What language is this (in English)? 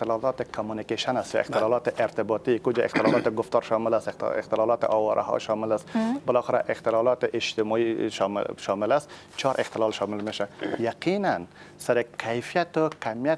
Persian